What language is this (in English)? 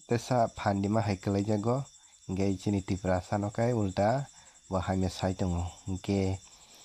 Kok Borok